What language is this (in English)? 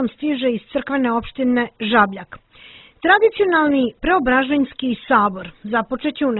Serbian